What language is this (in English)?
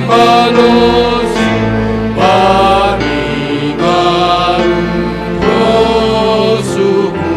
Batak Simalungun